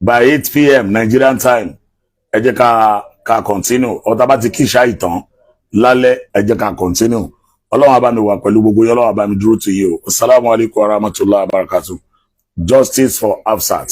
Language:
Yoruba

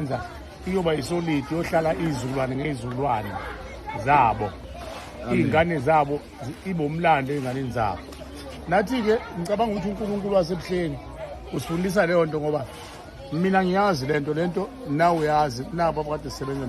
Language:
Zulu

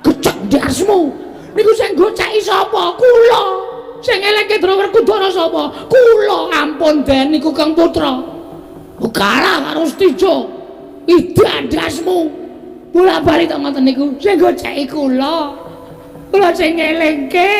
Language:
Javanese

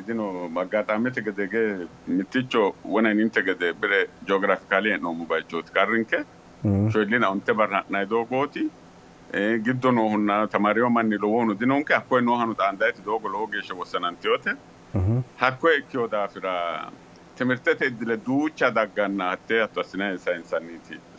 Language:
Sidamo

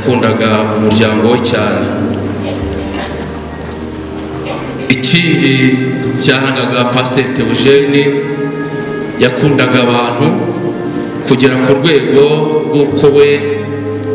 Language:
Kinyarwanda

